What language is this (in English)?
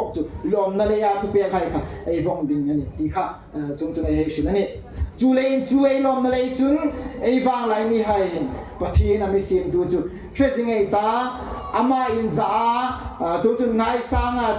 Hmar